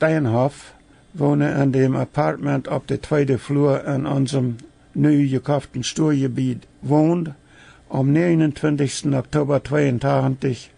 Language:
Plautdietsch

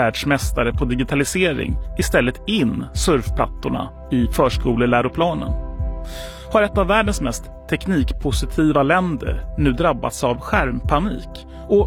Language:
Swedish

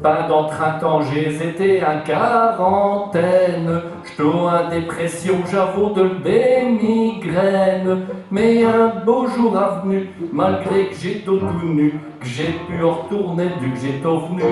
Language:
Picard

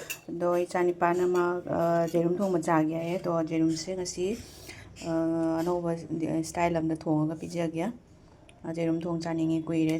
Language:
Manipuri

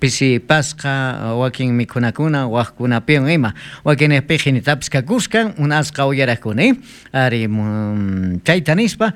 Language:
South Bolivian Quechua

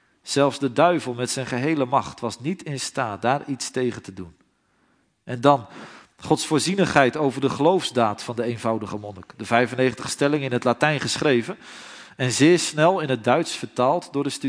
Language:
Dutch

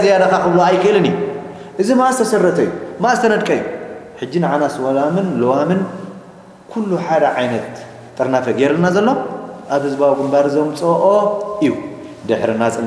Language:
Tigrinya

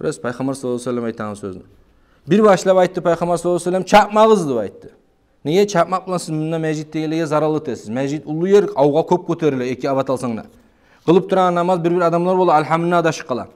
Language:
Kumyk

